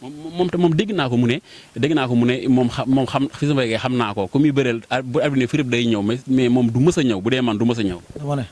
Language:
Wolof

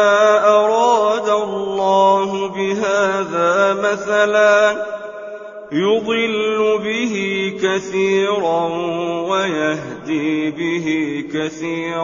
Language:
Arabic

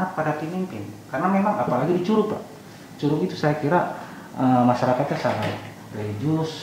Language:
Indonesian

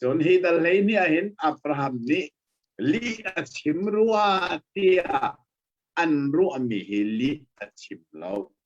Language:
Hakha Chin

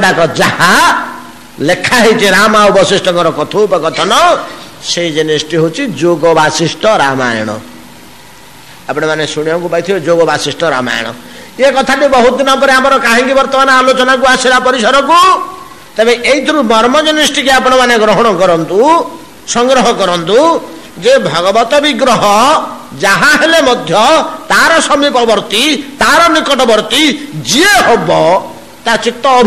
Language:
Odia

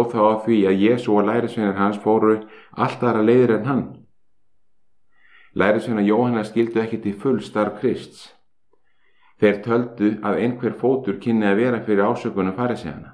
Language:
Icelandic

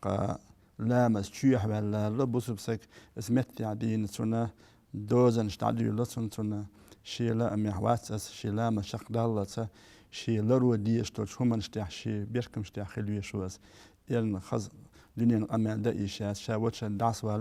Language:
Chechen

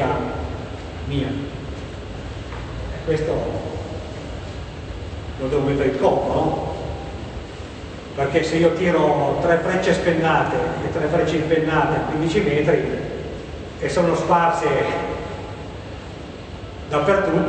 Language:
Italian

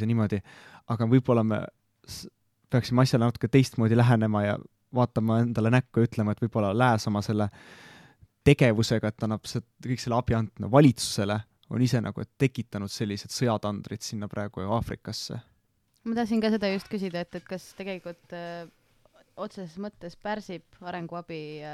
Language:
Estonian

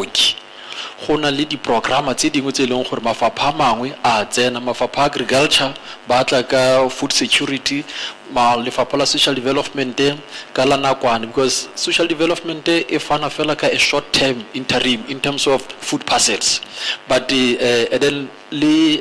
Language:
Tswana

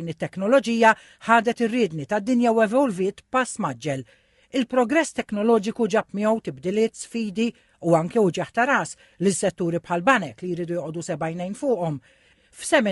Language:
Maltese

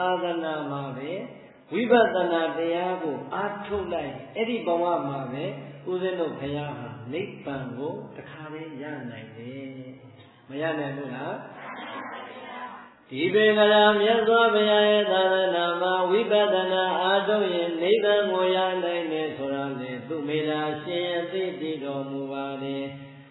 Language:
Burmese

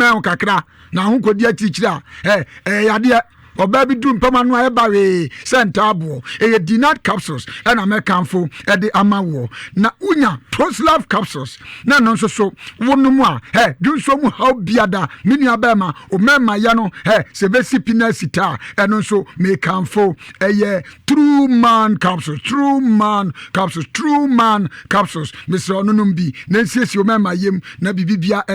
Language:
Akan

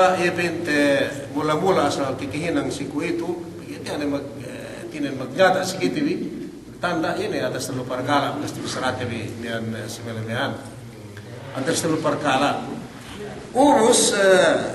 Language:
Yakan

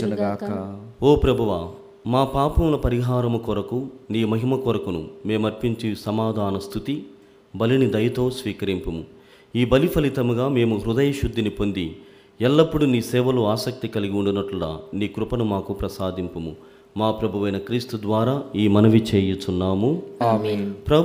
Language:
Telugu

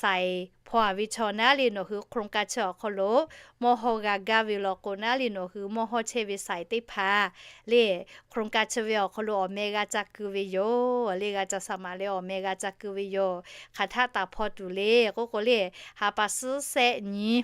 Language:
Lahu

